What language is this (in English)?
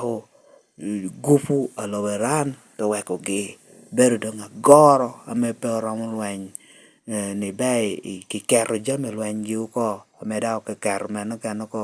Lango (Uganda)